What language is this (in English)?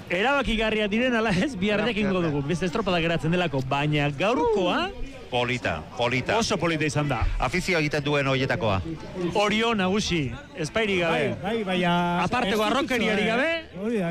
Basque